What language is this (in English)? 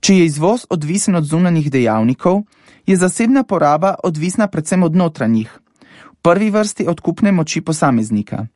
Slovenian